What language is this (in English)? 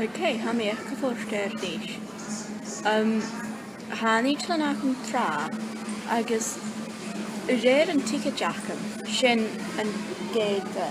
Scottish Gaelic